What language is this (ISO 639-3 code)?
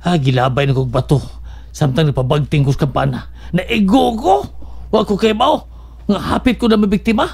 ceb